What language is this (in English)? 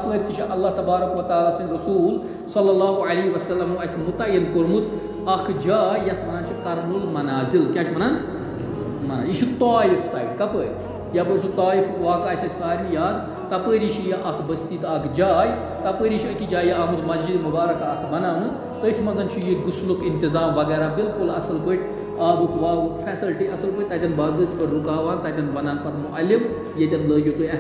Kashmiri